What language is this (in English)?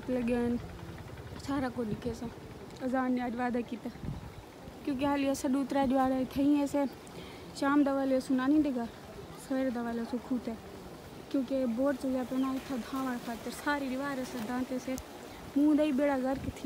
Saraiki